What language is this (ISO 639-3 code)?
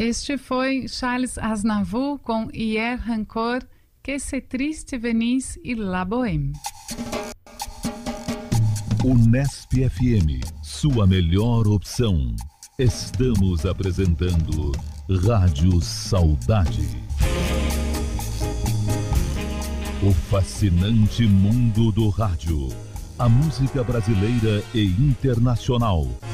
por